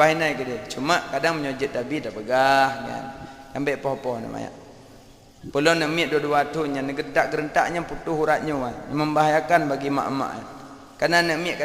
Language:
Achinese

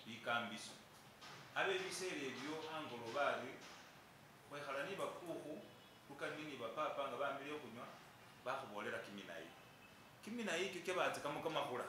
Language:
Masaaba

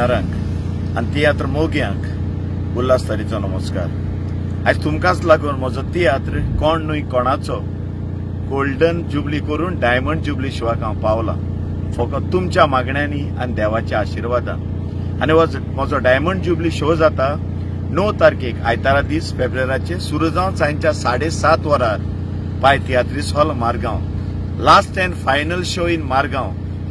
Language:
Konkani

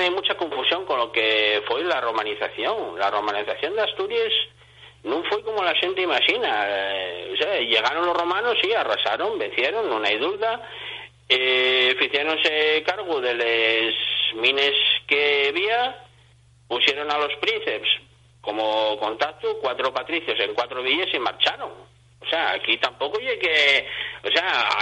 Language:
Asturian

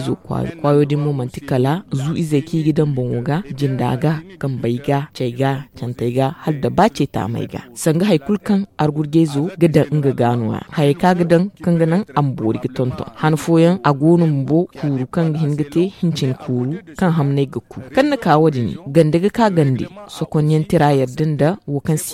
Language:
Zarma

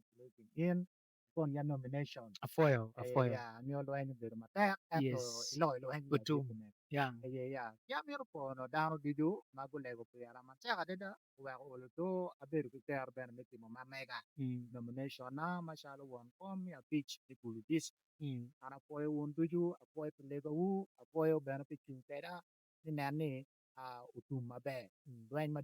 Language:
Acoli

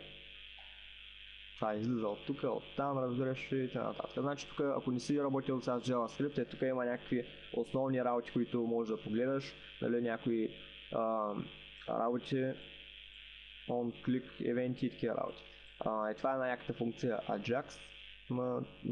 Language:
Bulgarian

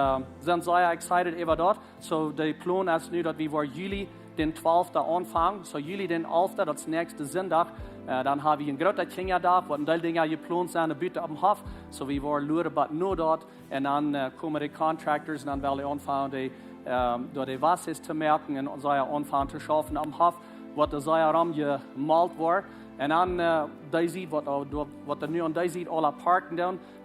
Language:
Plautdietsch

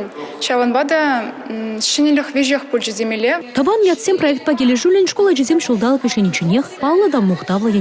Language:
Chuvash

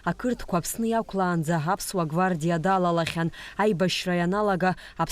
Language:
Abkhazian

